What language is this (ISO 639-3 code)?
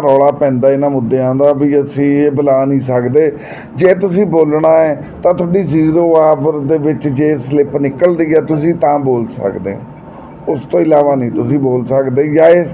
pan